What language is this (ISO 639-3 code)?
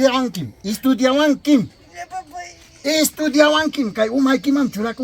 quy